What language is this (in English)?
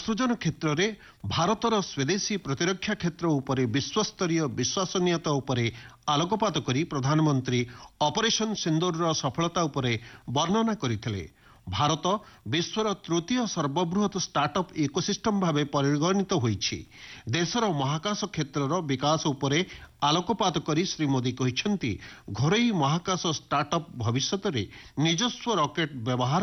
Odia